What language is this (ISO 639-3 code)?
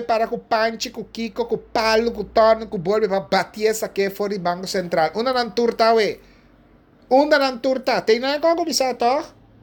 pap